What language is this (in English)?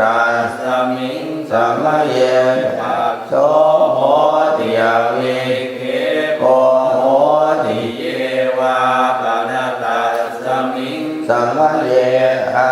Pali